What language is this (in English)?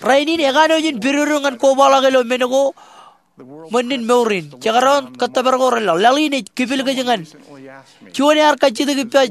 Marshallese